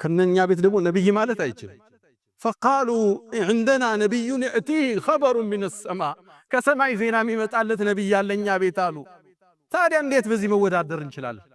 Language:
Amharic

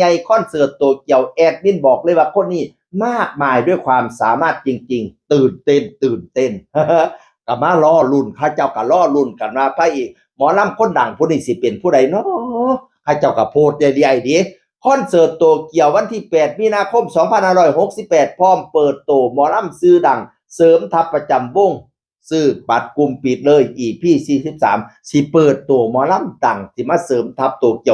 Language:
Northeastern Thai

